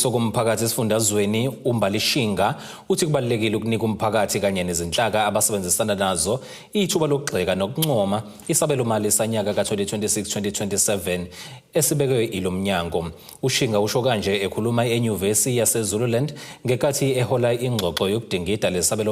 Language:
Zulu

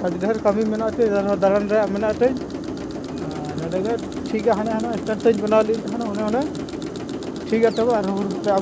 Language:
Santali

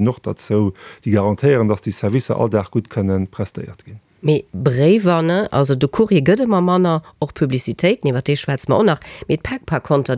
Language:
Luxembourgish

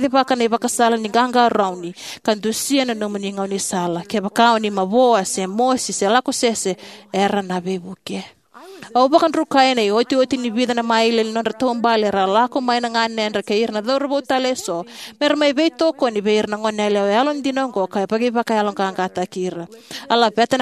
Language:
Fijian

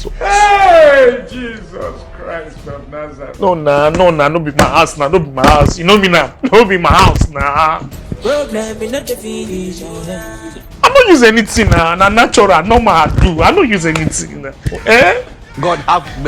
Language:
Nigerian Pidgin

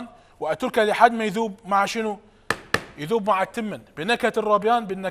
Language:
Mesopotamian Arabic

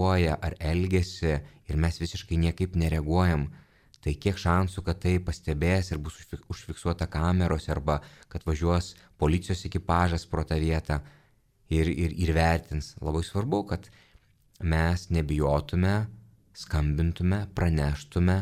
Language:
Lithuanian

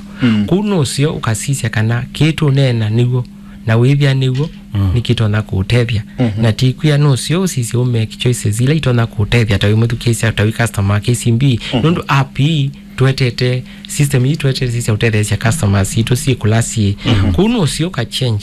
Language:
Kamba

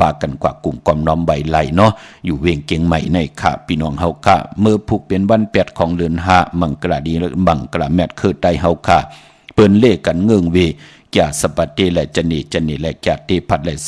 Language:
Shan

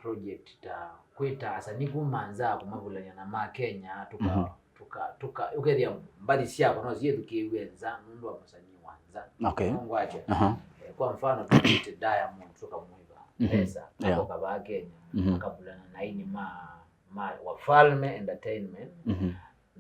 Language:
Kamba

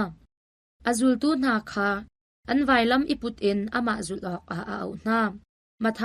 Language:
Hakha Chin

